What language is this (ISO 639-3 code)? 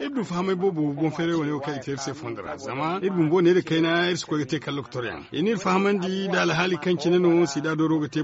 dje